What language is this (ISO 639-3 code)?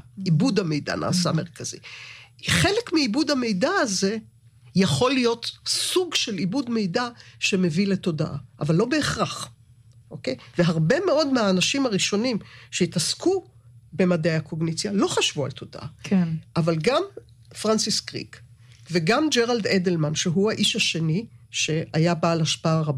heb